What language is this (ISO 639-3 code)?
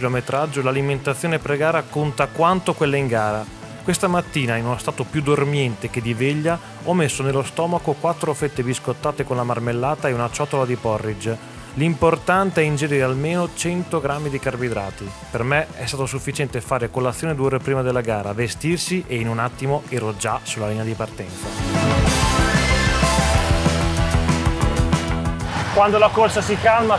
ita